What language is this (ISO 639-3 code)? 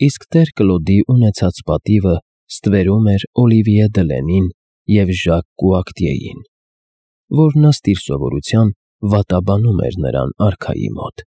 hye